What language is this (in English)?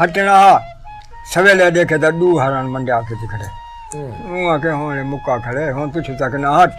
Saraiki